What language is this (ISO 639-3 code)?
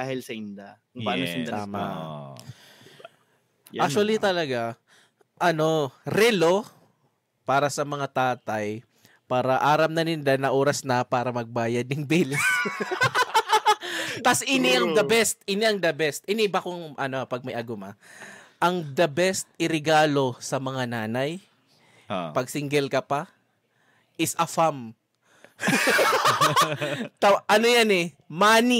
bik